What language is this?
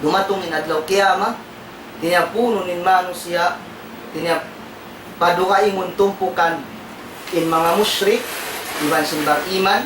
Tausug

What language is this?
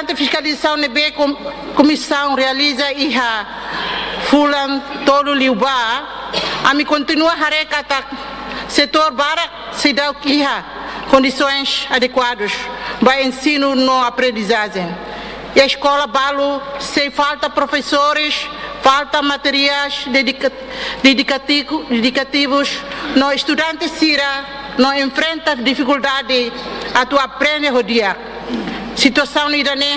Tetum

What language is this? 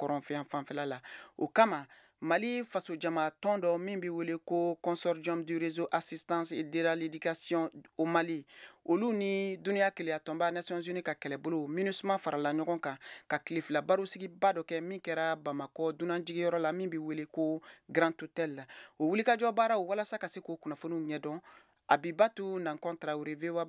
Bambara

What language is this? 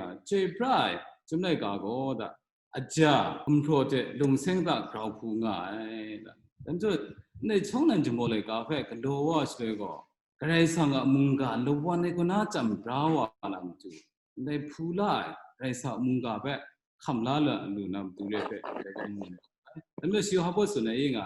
Kachin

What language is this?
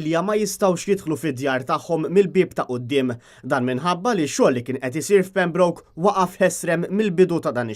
Maltese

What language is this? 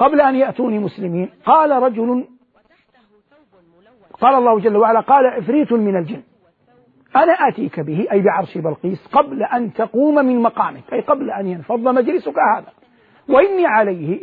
Arabic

